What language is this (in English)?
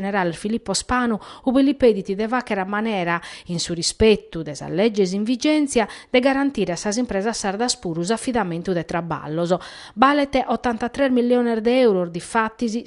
Sardinian